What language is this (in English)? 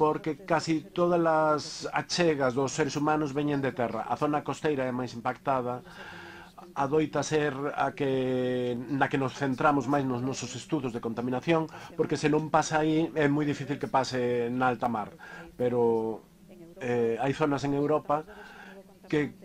Galician